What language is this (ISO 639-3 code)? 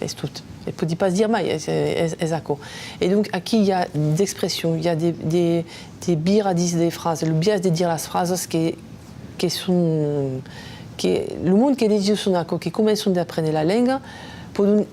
oci